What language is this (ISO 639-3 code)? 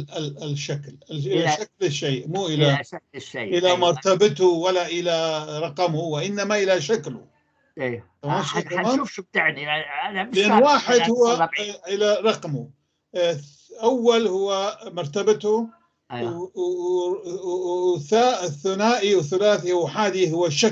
apc